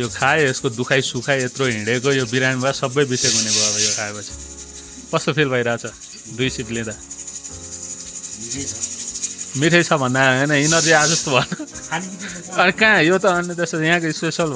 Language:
Nepali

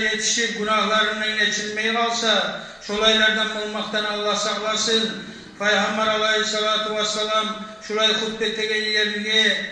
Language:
Kumyk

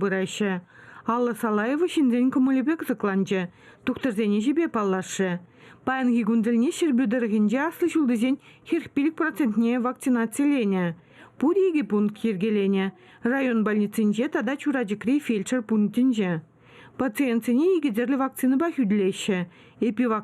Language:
Chuvash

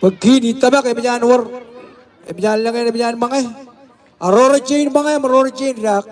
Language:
Marshallese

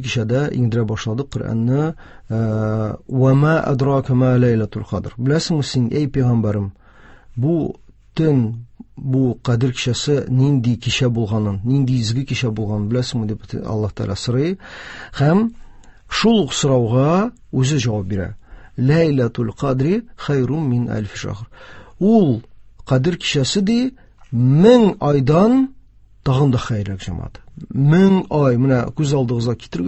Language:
Tatar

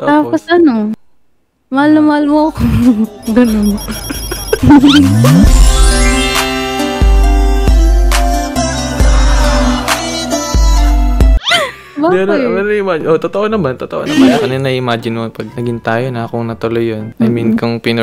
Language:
Filipino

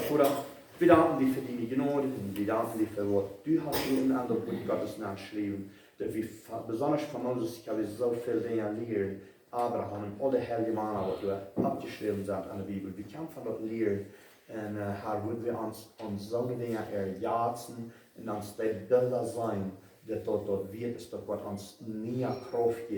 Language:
Plautdietsch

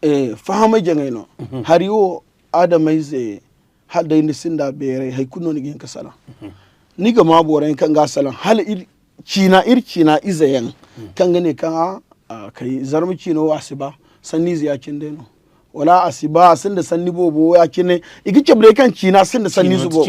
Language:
Zarma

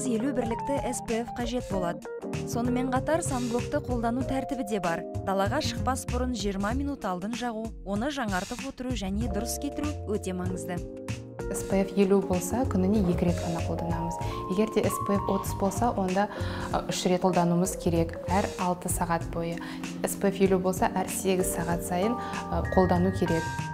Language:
Kazakh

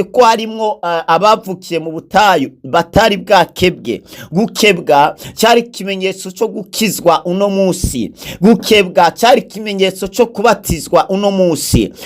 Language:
Rundi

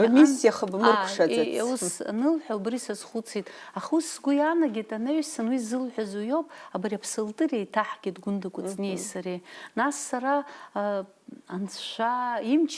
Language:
Abkhazian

